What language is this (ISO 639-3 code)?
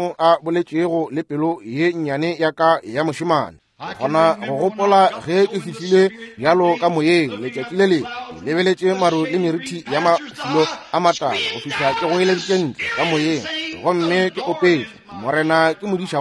nso